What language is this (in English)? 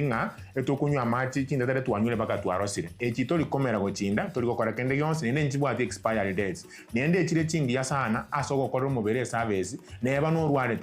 Gusii